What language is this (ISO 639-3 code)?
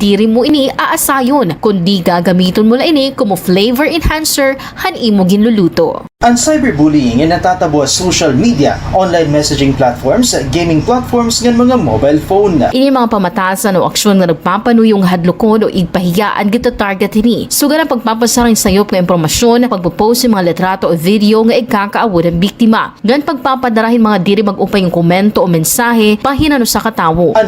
war